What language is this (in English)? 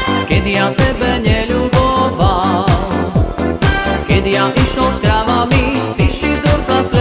Slovak